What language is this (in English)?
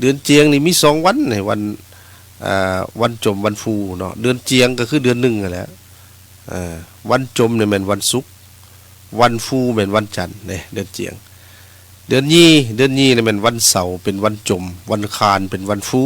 Lao